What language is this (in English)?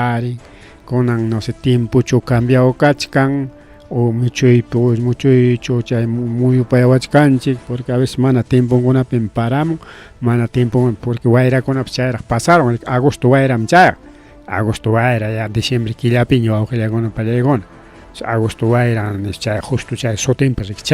Ayacucho Quechua